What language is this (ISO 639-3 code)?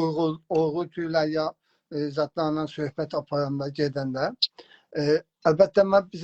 azb